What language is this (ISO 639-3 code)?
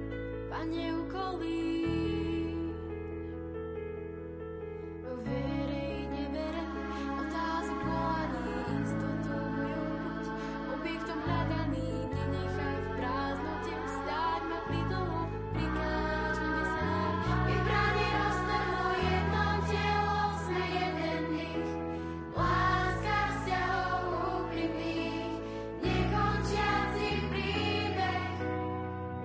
slk